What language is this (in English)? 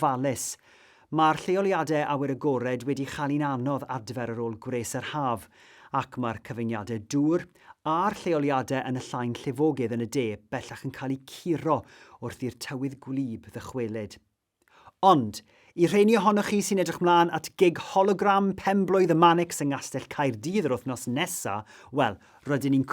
Welsh